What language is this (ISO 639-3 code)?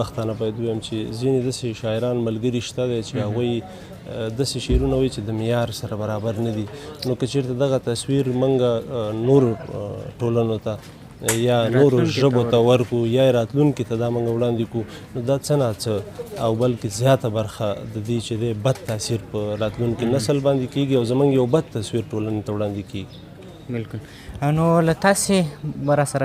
pus